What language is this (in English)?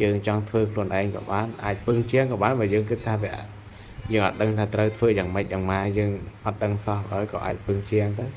Khmer